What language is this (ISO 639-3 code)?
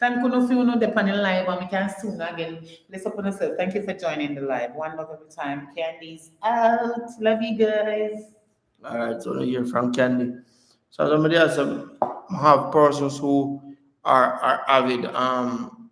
jam